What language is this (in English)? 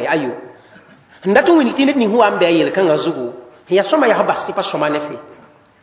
Mossi